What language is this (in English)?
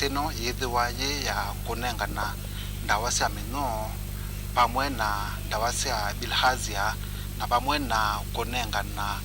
Kamba